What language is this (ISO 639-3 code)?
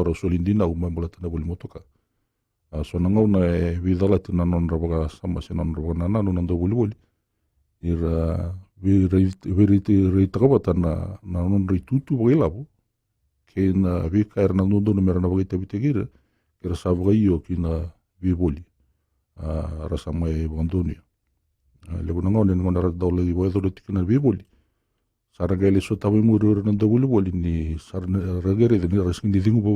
fij